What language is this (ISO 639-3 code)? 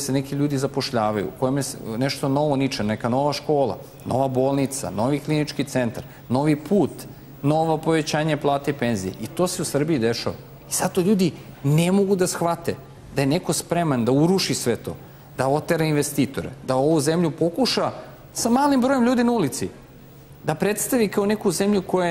srp